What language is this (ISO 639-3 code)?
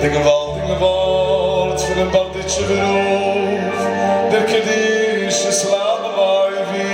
yid